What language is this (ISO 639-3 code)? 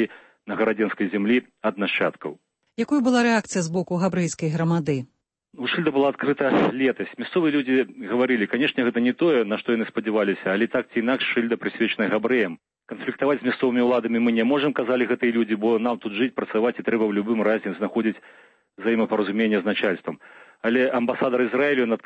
bel